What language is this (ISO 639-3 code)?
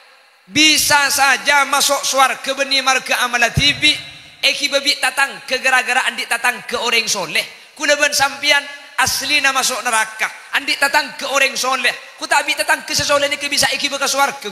mad